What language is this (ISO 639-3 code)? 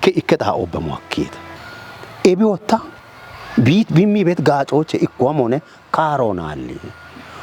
kbr